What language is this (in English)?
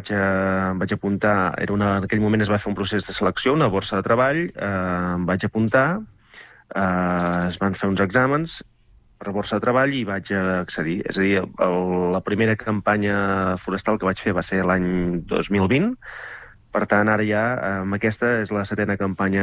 Catalan